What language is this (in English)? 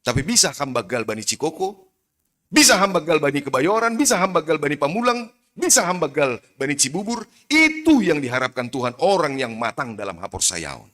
Batak Simalungun